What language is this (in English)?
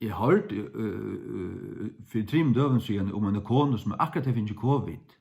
Faroese